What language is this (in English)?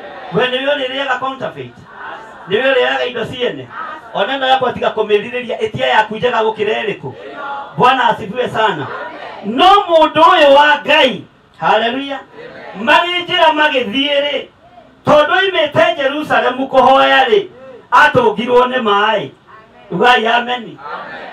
Kikuyu